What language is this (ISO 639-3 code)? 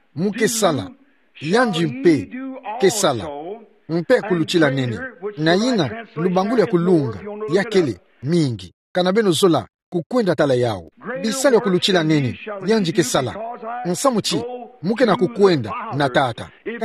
ktu